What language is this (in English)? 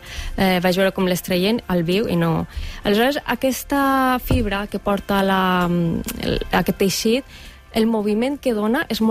Catalan